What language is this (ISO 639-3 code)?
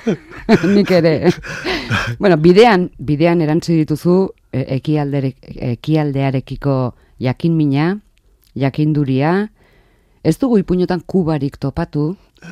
eus